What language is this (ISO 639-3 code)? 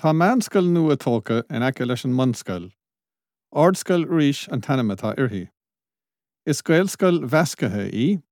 gle